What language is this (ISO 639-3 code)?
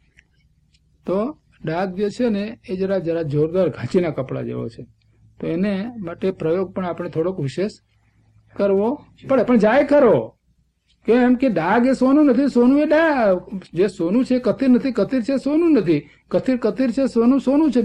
guj